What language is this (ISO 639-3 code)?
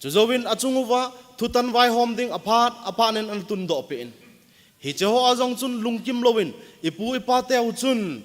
tcz